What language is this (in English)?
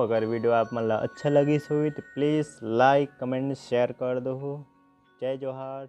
Chhattisgarhi